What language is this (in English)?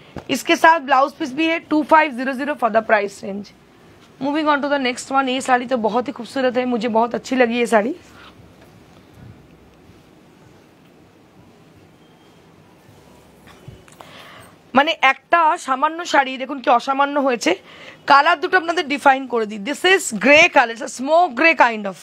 Bangla